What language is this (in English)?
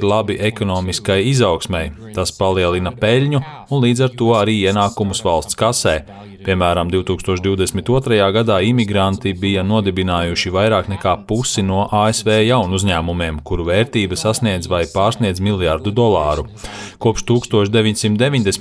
Latvian